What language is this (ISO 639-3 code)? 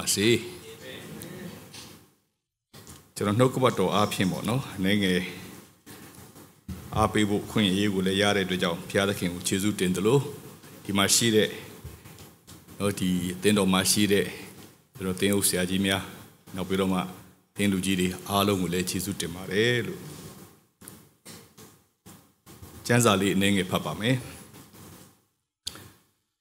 mya